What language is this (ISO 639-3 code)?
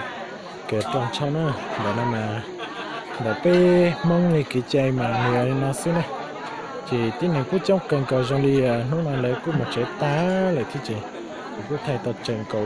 hmn